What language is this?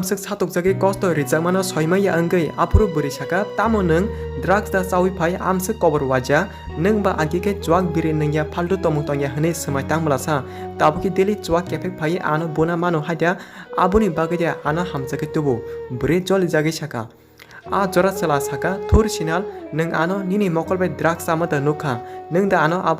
Kok Borok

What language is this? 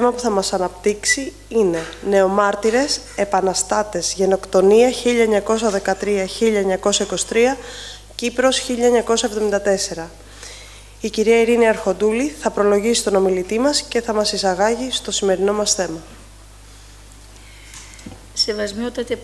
Greek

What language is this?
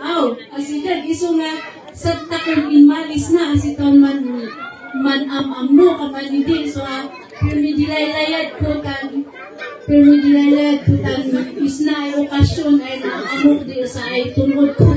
Kankanaey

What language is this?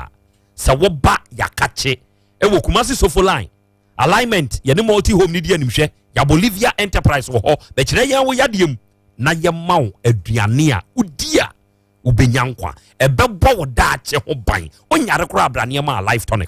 Akan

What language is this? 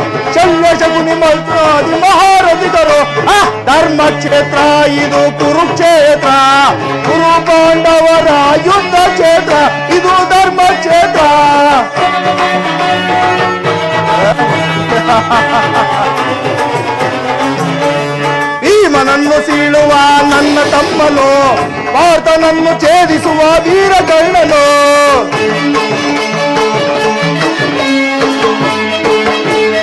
Kannada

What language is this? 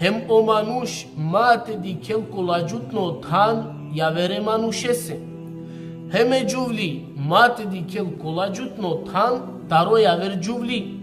Balkan Romani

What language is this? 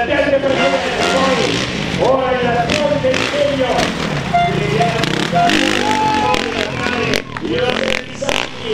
Italian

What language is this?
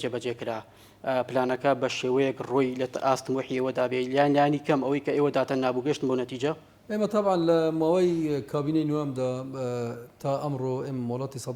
Central Kurdish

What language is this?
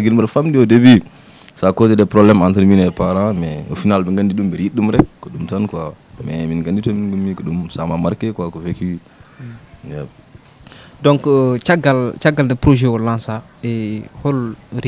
Fula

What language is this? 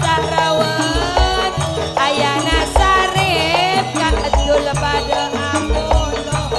Madurese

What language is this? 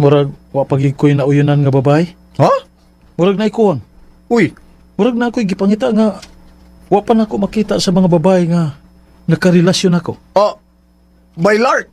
Cebuano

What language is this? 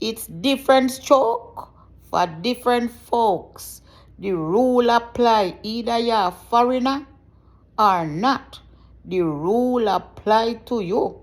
Jamaican Creole English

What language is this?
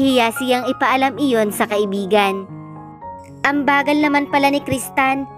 Filipino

